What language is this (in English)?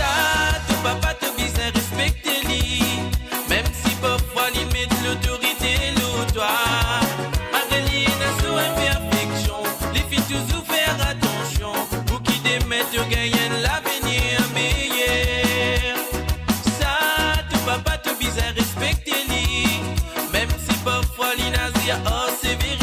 Morisyen